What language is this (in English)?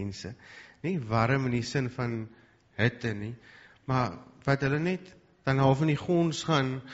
Afrikaans